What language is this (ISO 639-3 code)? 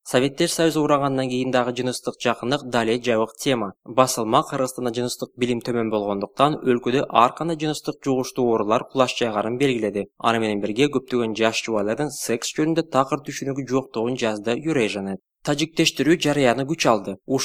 kir